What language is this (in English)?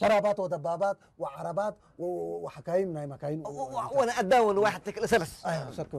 Tigrinya